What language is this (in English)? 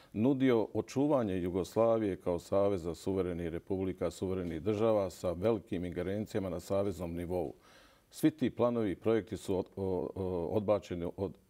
Bosnian